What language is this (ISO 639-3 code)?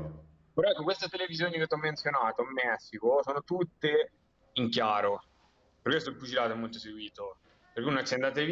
ita